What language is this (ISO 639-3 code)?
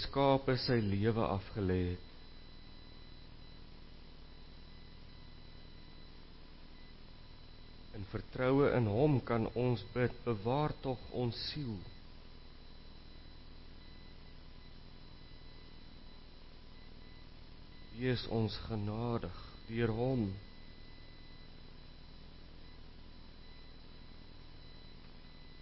afr